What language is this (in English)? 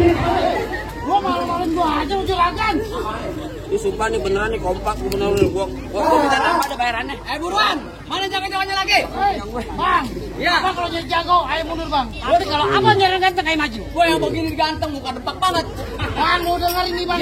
Betawi